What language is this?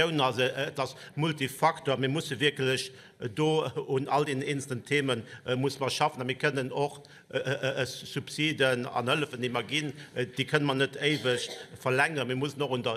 Luxembourgish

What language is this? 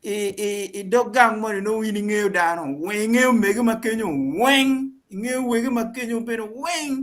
Acoli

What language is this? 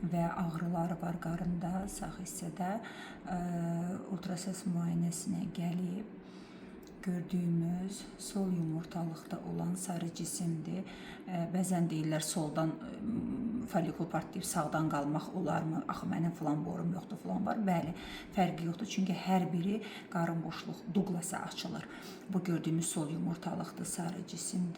Azerbaijani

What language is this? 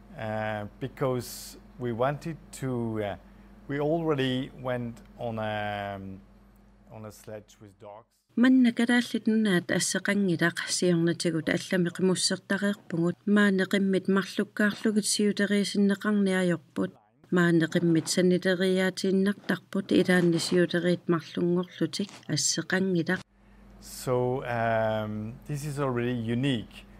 Kalaallisut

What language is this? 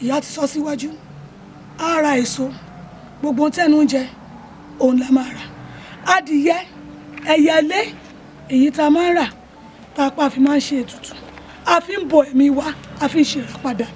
Yoruba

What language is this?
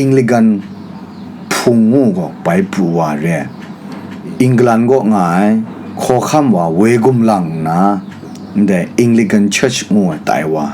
Kachin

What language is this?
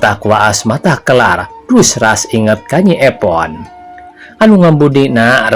Sundanese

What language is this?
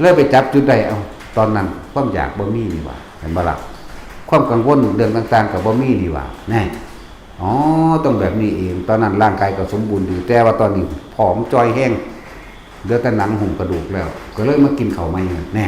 Lao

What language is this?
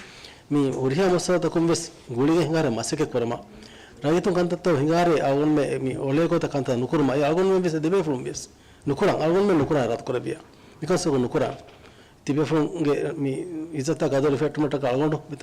Divehi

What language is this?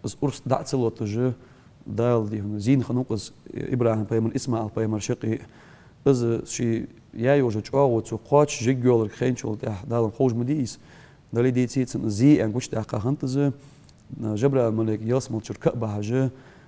Ingush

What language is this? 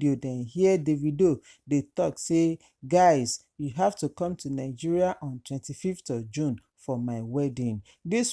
Nigerian Pidgin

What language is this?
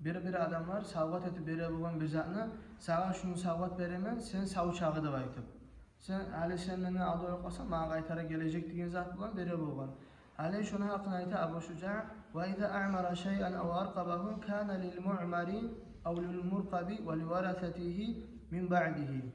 Kumyk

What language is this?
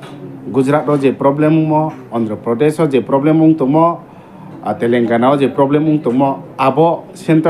Riang (India)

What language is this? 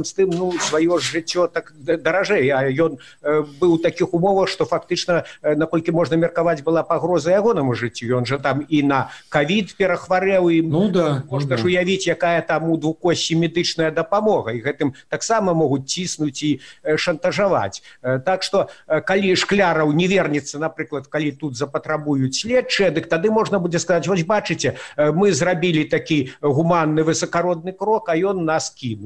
Belarusian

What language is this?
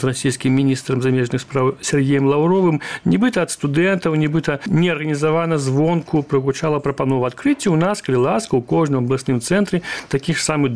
Belarusian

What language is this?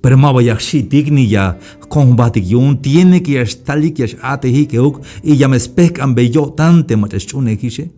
Tzeltal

